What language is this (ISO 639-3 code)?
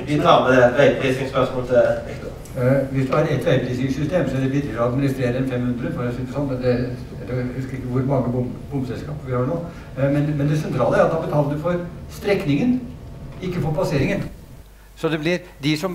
nor